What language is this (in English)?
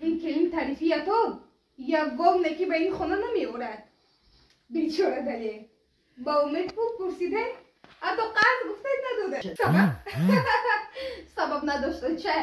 Tajik